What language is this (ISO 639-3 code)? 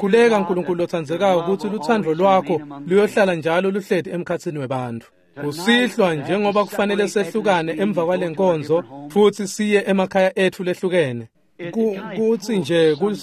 ssw